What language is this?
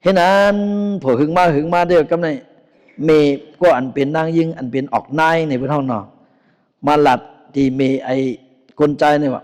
Shan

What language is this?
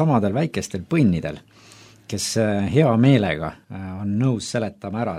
Estonian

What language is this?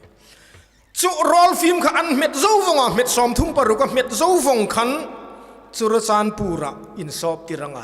Hmar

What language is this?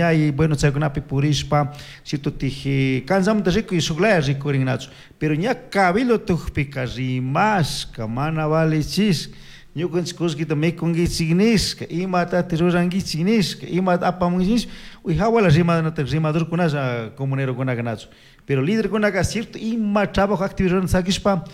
Chimborazo Highland Quichua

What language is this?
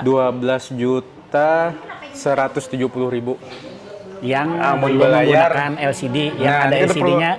Banjar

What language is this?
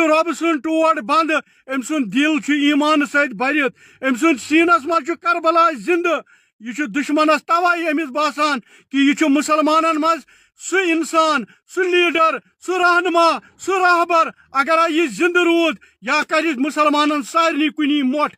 Kashmiri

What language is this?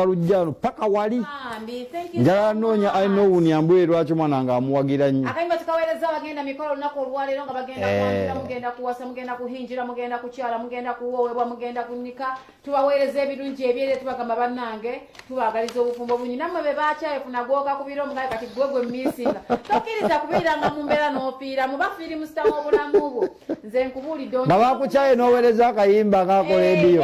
Ganda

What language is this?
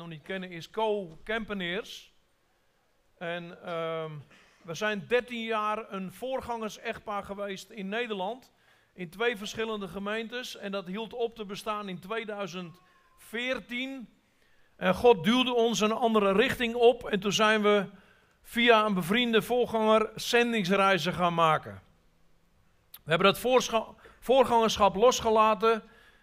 Dutch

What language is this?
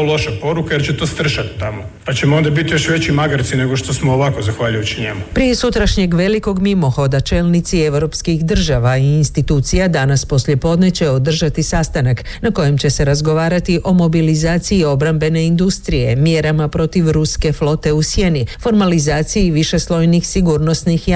Croatian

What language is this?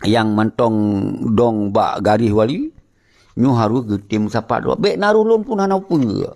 Achinese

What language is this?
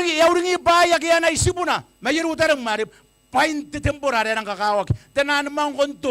Gilbertese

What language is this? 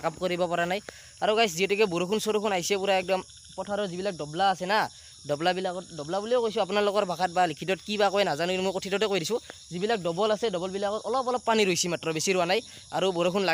Assamese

